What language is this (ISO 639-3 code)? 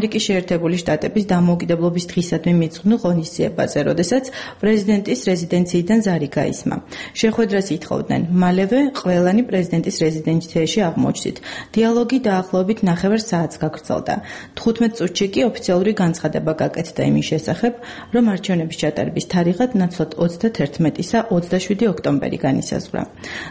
kat